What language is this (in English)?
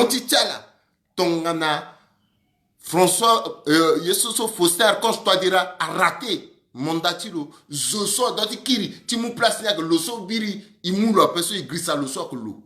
Sango